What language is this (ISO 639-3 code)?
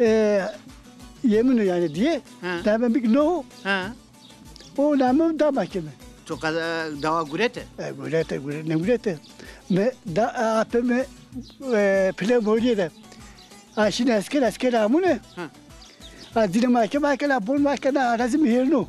zza